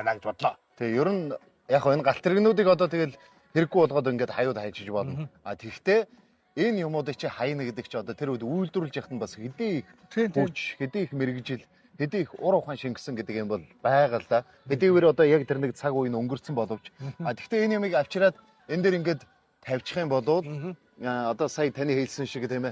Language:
Mongolian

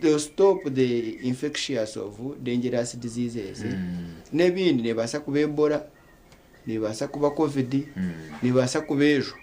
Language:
Nyankole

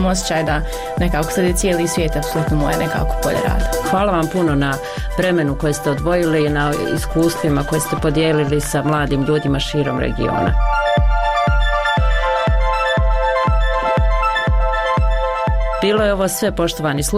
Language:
Bosnian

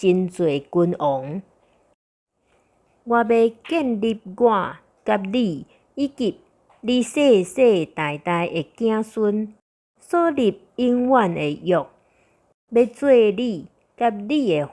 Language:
Min Nan Chinese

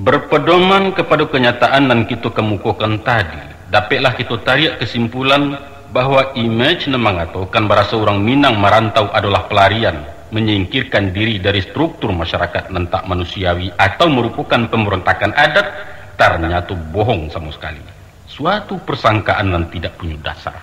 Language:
Minangkabau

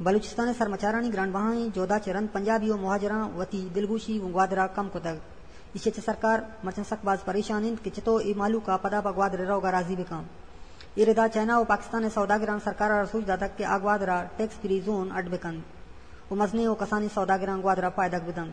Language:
Eastern Balochi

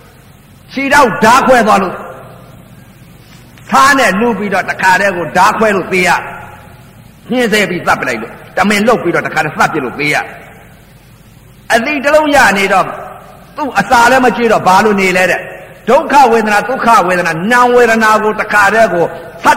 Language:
Burmese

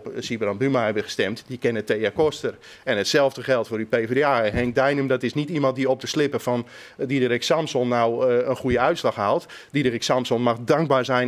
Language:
Western Frisian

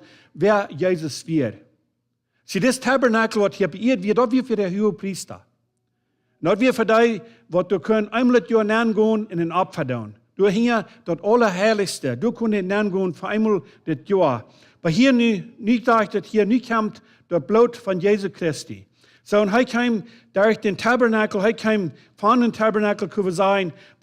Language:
Plautdietsch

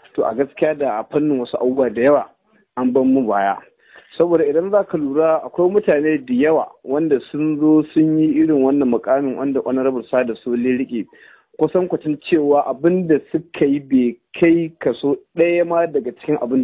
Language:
Hausa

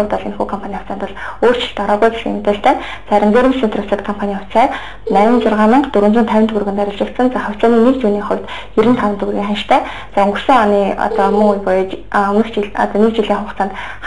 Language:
Mongolian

